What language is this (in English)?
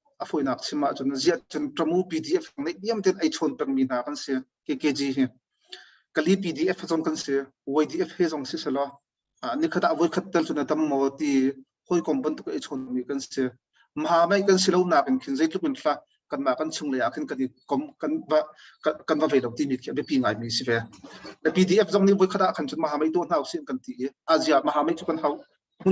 Hakha Chin